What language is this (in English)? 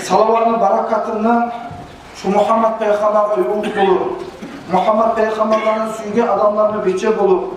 Kumyk